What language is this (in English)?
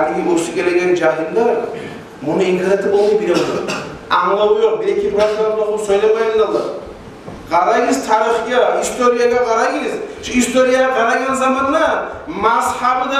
Kumyk